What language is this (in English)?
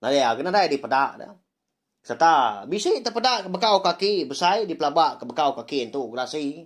Iban